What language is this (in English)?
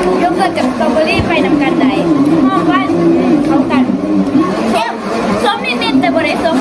Lao